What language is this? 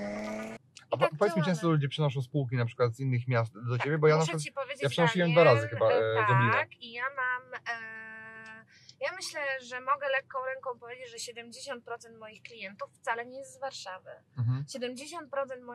Polish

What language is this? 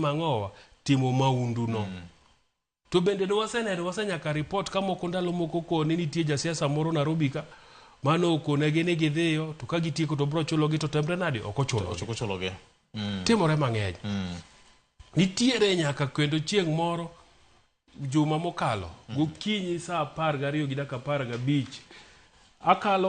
Luo (Kenya and Tanzania)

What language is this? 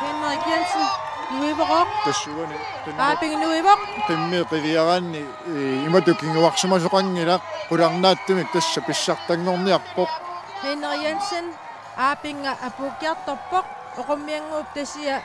Kalaallisut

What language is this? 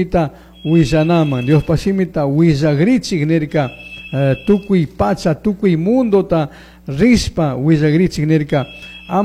Chimborazo Highland Quichua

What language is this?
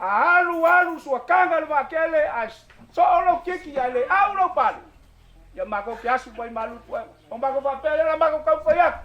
Samoan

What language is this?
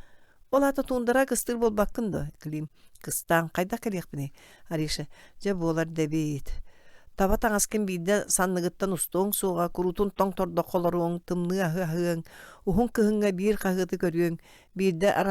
Yakut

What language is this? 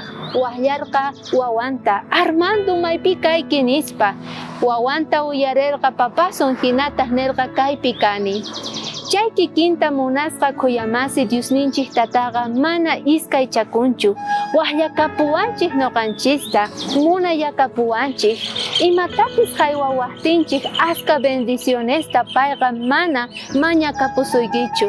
South Bolivian Quechua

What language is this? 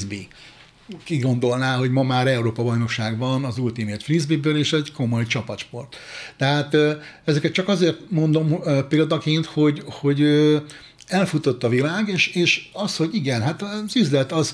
Hungarian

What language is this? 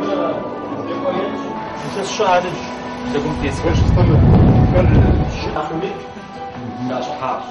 Adyghe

